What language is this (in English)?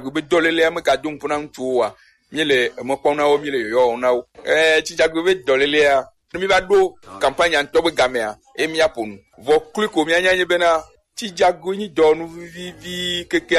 Gen